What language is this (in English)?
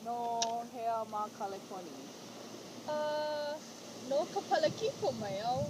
Hawaiian